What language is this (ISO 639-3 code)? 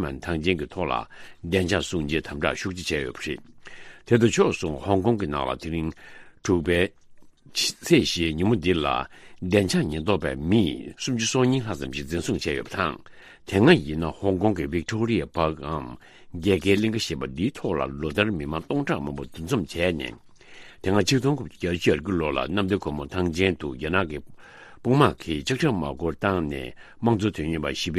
bod